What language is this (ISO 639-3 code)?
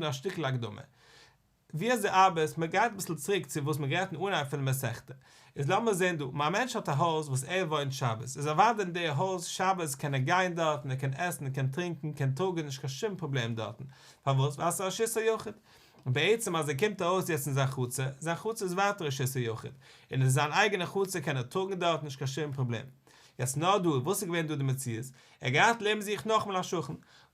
yid